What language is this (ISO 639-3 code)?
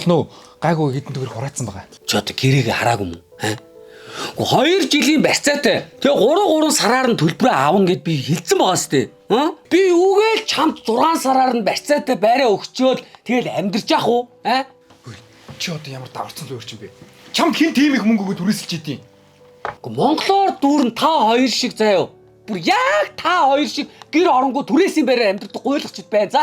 mon